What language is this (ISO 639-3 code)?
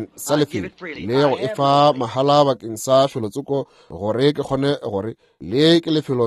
nso